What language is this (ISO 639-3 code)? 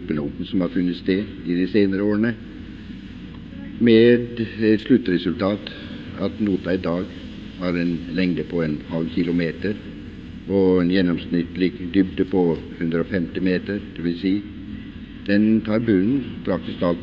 nor